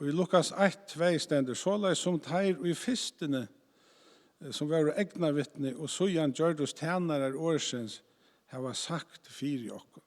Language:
Faroese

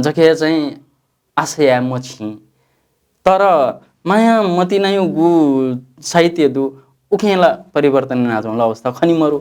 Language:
Newari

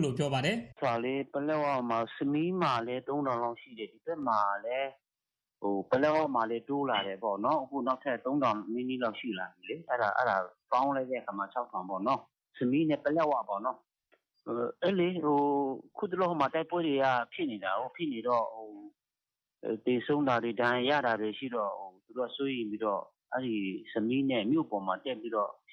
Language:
Burmese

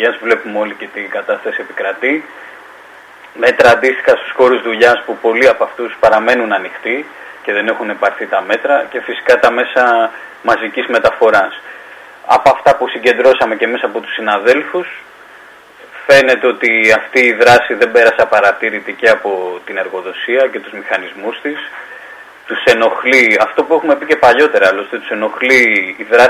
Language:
Greek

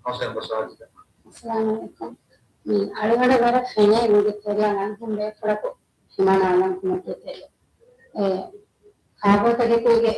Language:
Divehi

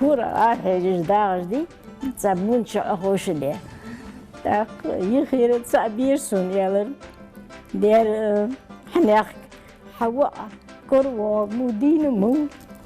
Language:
Ingush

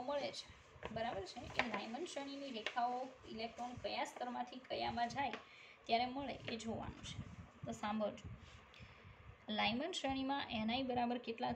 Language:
Gujarati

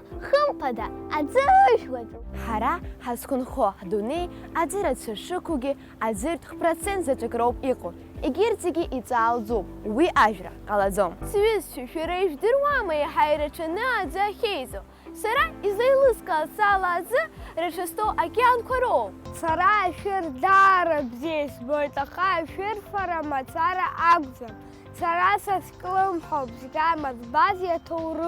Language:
Abkhazian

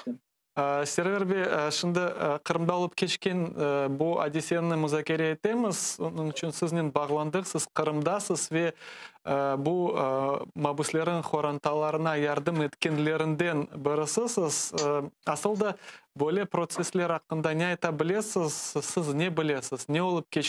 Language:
Crimean Tatar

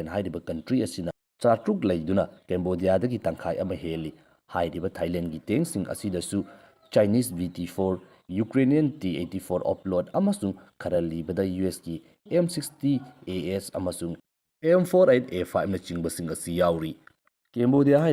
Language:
Manipuri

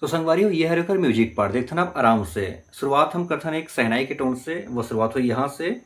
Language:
Chhattisgarhi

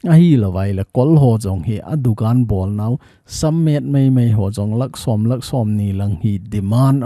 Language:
Thado Chin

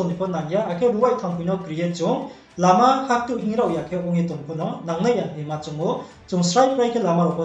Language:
Riang (India)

